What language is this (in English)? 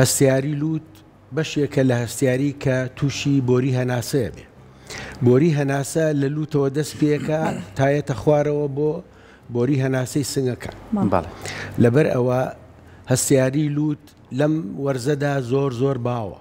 Central Kurdish